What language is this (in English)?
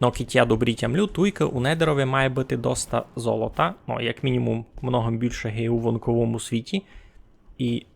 Rusyn